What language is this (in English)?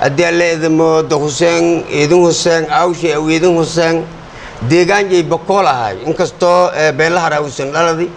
Somali